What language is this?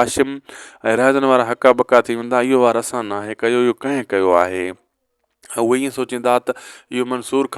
Sindhi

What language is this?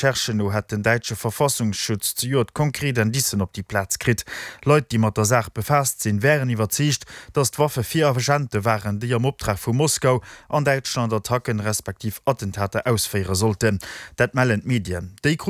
Luxembourgish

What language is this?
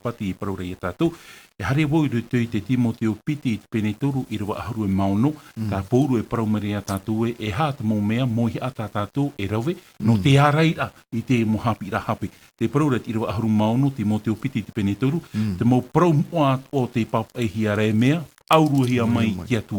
Tahitian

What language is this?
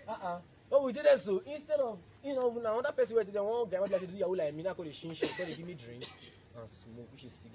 Nigerian Pidgin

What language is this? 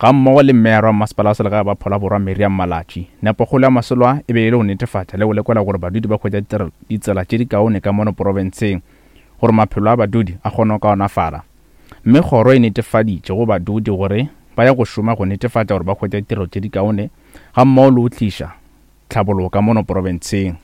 Northern Sotho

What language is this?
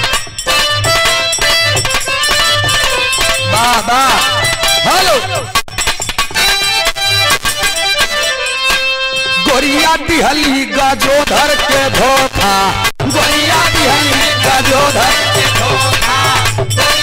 Bhojpuri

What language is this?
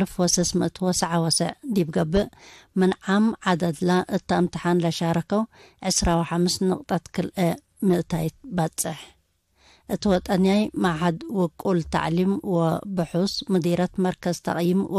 Tigre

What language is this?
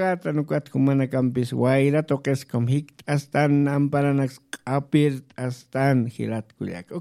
Aymara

